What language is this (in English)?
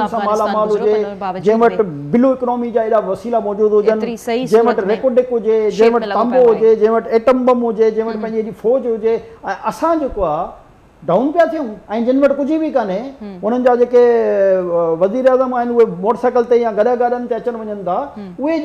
Sindhi